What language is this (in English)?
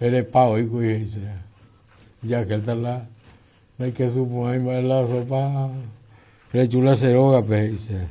Guarani